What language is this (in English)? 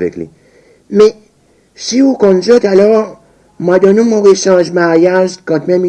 Seselwa Creole French